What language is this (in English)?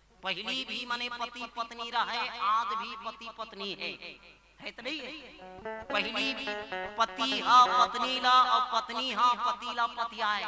Chhattisgarhi